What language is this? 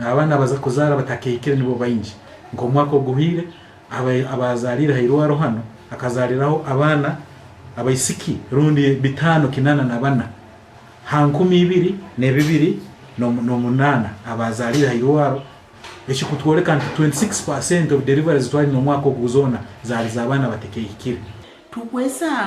Nyankole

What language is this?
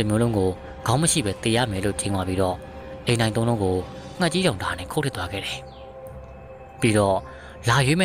Burmese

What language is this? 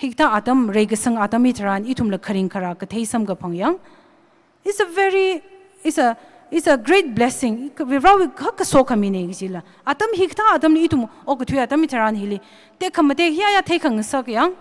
Tangkhul Naga (India)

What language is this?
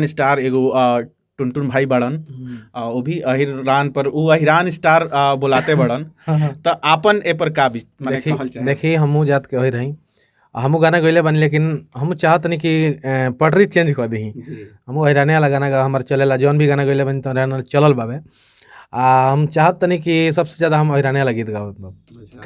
Bhojpuri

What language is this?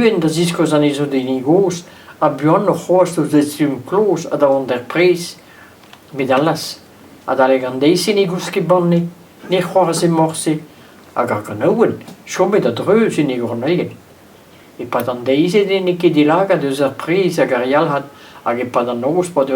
Breton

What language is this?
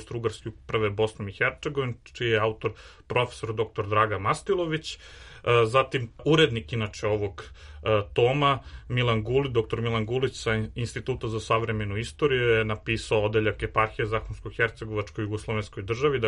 Serbian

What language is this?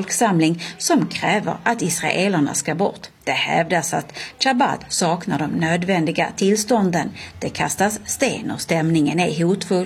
Swedish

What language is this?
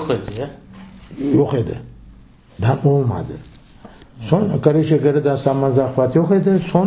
Crimean Tatar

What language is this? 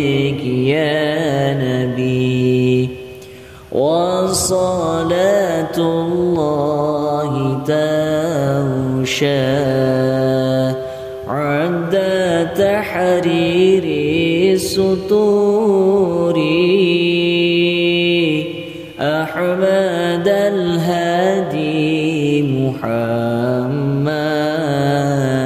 Arabic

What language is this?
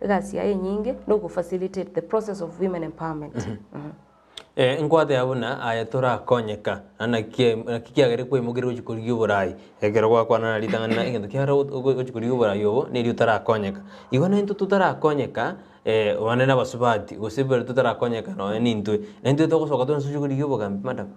Gusii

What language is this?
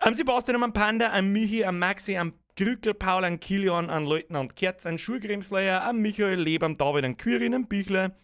Bavarian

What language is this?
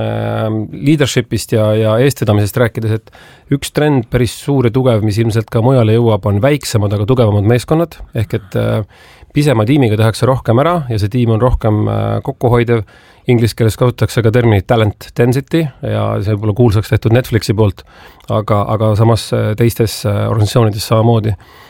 Estonian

